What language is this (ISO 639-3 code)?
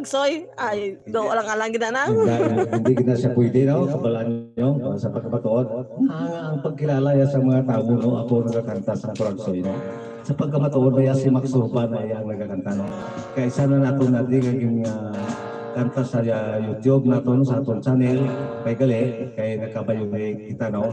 hil